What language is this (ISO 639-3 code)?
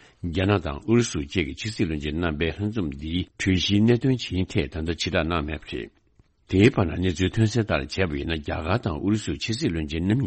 bod